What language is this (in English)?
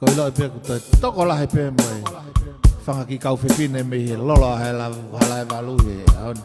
Tongan